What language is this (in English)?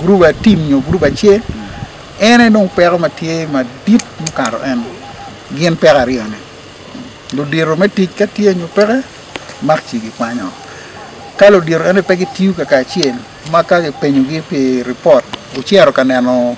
Acoli